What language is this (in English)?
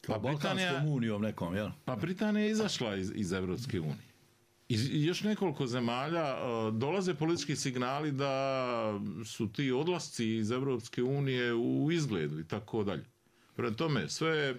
Bosnian